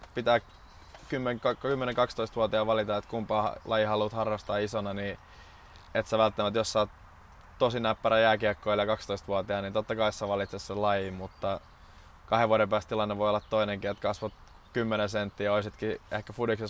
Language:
Finnish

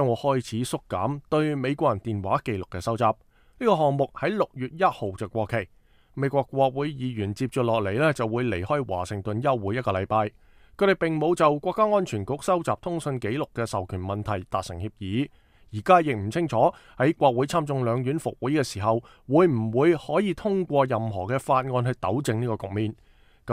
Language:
Cantonese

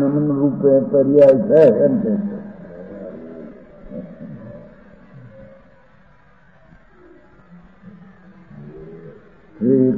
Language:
Gujarati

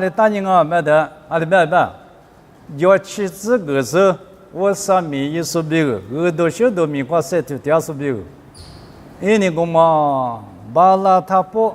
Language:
Lisu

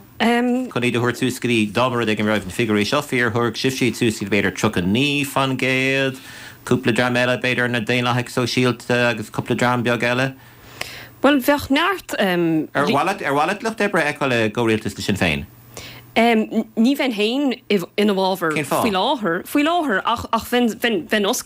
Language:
Irish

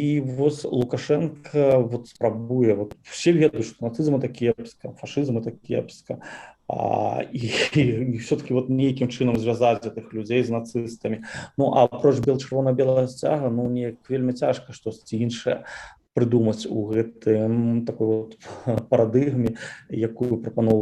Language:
Belarusian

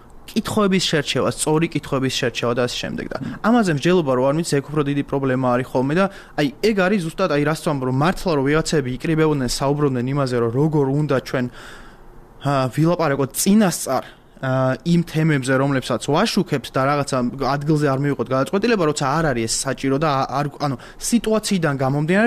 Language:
Georgian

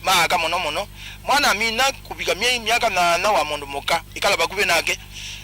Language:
Kamba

